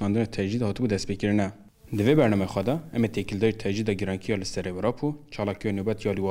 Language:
Kurdish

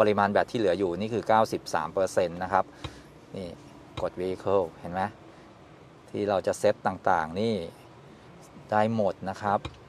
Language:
Thai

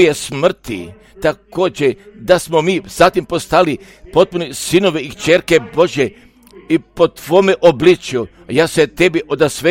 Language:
Croatian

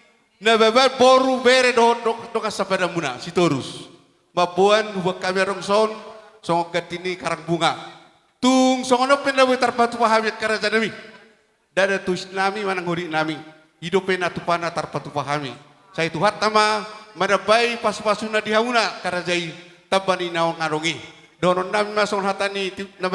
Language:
Batak Toba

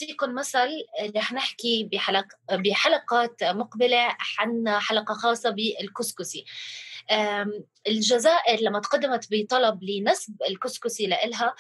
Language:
North Levantine Arabic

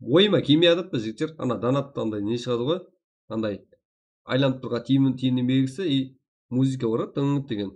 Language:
Kara-Kalpak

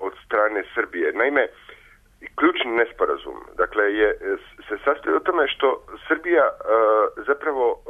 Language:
Serbian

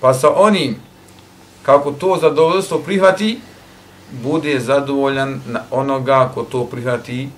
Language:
Bosnian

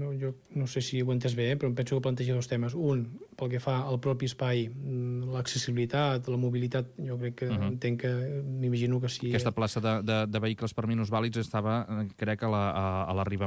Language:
Catalan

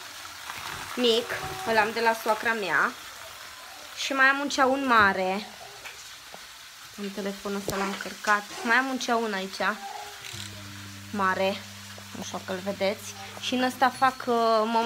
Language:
Romanian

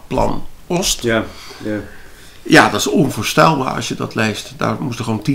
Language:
Dutch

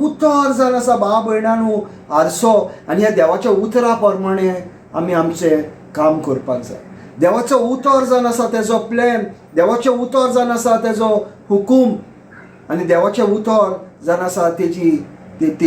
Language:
Konkani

